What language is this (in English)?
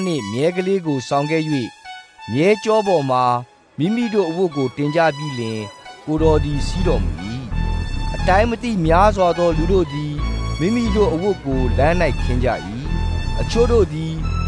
Burmese